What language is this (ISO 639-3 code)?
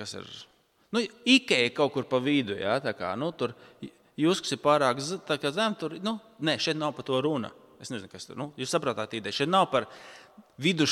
lav